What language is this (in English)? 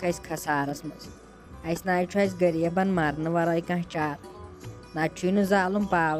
Kashmiri